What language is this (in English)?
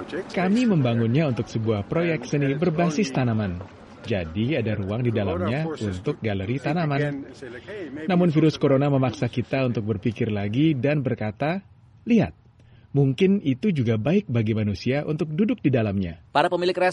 Indonesian